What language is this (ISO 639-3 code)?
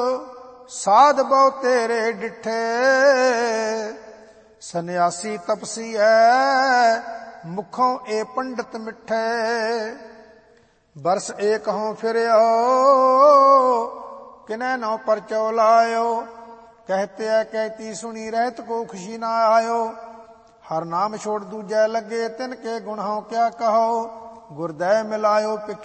pan